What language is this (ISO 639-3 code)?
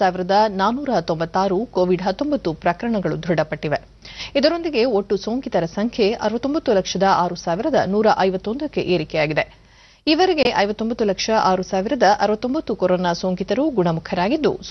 kan